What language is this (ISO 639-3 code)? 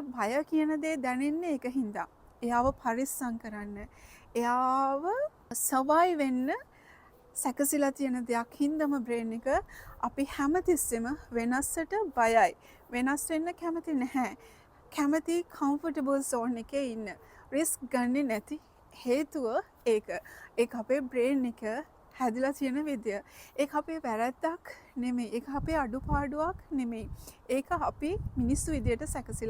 sin